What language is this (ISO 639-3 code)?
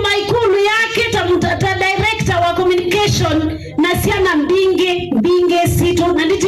kam